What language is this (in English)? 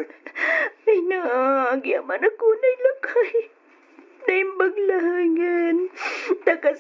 Iloko